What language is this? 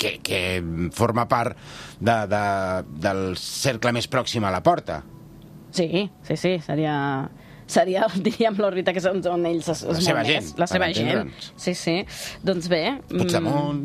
Catalan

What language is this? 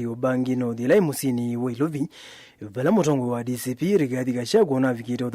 Kamba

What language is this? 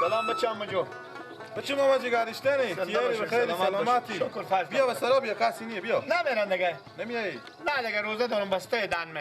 Persian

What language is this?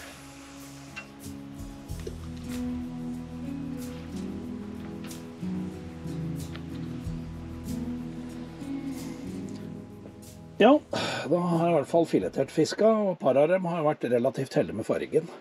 Norwegian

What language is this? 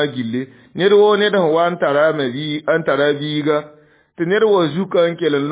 Mossi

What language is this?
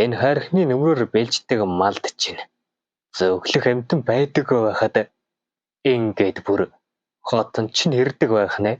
Mongolian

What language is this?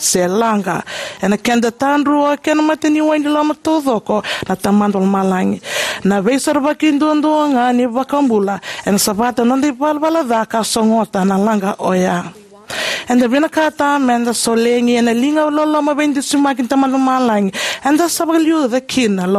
Fijian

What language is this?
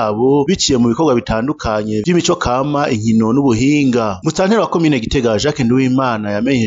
Rundi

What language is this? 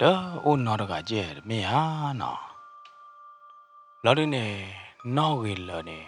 S'gaw Karen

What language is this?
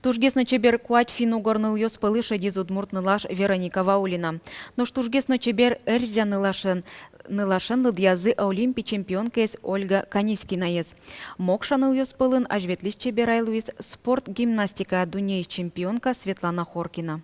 Udmurt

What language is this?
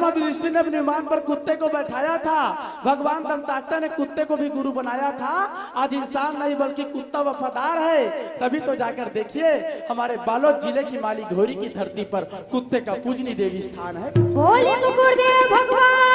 Chhattisgarhi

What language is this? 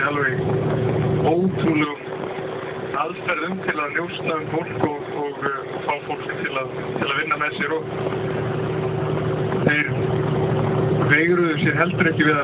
Icelandic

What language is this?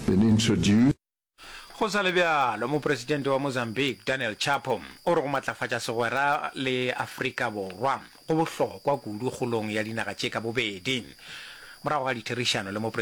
Northern Sotho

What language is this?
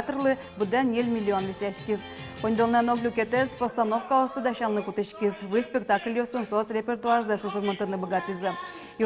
Udmurt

